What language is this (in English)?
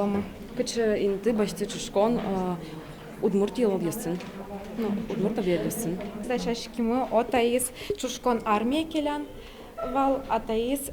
Udmurt